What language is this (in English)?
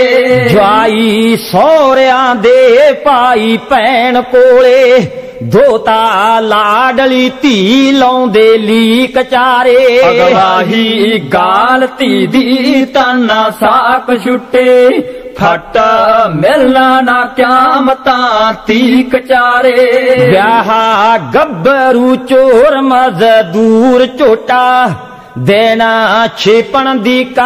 Punjabi